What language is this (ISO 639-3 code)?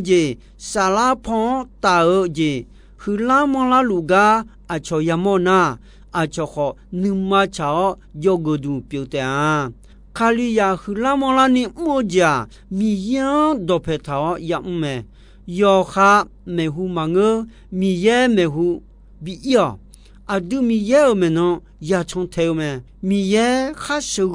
ahk